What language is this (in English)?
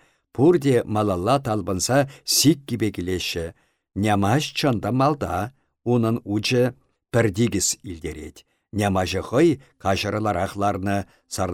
Chuvash